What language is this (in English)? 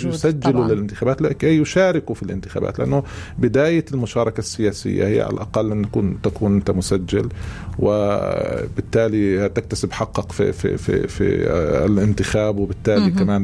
North Levantine Arabic